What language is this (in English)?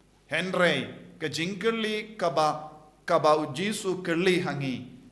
Khasi